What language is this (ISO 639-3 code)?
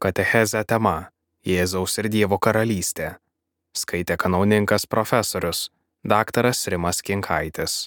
lit